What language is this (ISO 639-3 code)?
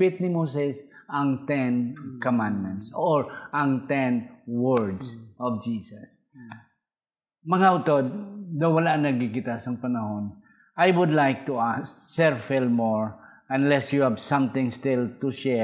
hil